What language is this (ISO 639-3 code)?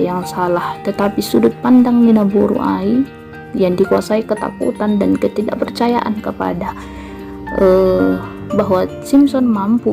bts